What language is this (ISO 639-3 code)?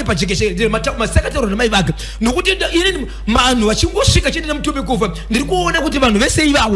sna